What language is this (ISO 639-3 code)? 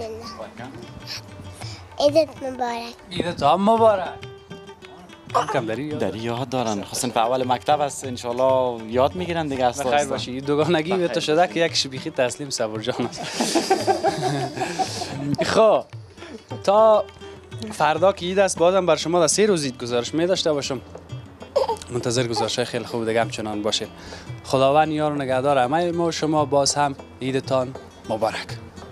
fas